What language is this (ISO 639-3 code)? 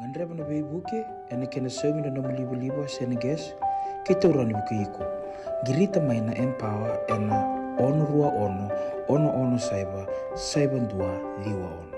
fij